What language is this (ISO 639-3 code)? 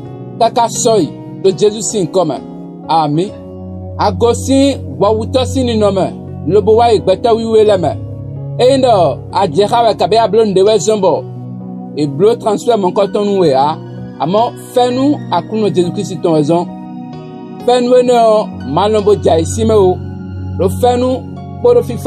fon